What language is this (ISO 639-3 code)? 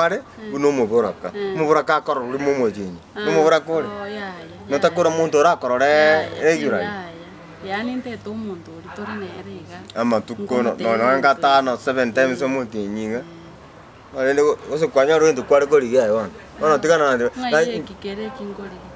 guz